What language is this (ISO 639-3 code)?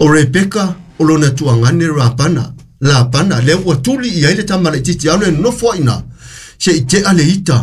smo